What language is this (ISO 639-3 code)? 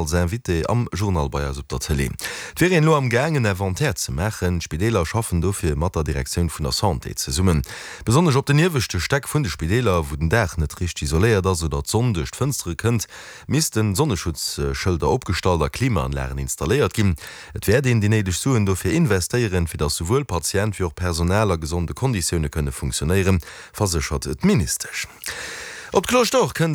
ltz